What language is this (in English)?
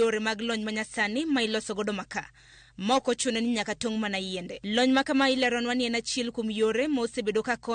Luo (Kenya and Tanzania)